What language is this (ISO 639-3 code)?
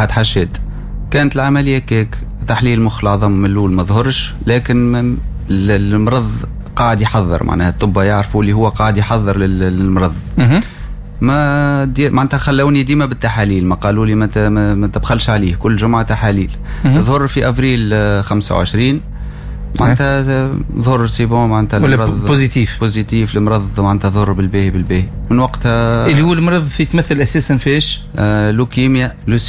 aeb